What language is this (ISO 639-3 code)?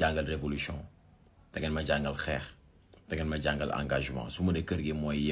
wol